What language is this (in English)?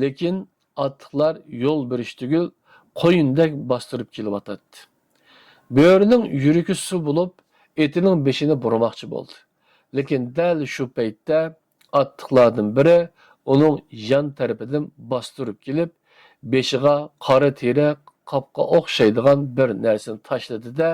Uyghur